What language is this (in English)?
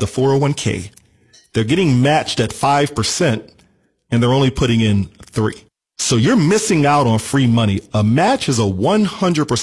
English